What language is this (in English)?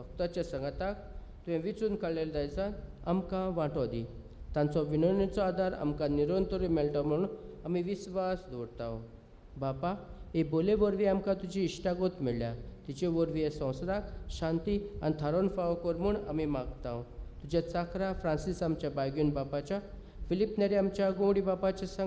Konkani